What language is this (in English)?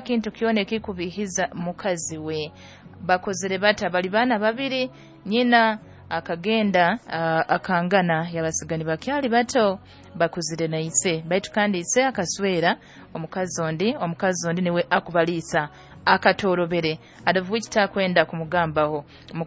Nyoro